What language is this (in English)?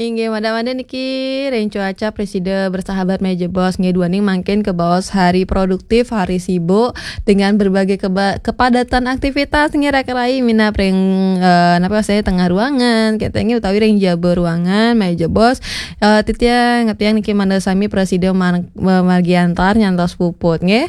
Balinese